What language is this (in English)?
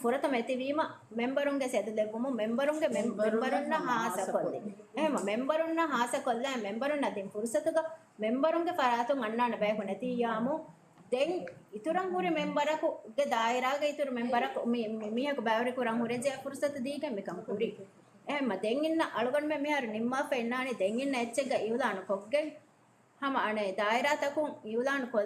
Divehi